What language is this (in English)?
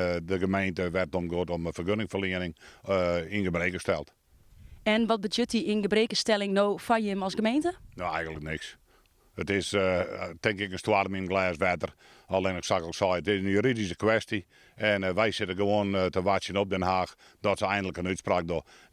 Western Frisian